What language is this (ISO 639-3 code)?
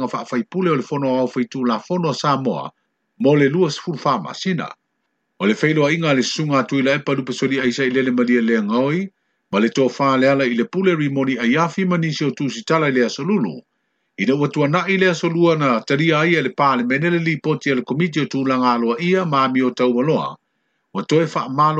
smo